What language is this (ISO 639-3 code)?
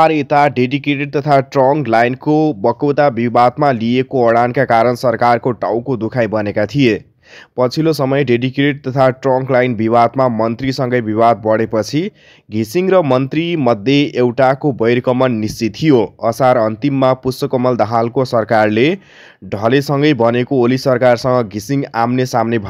nep